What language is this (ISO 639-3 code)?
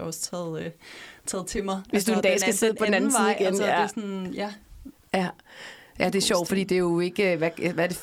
dan